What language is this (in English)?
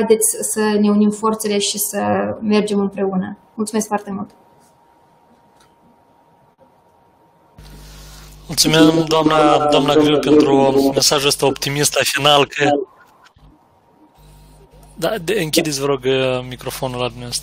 Romanian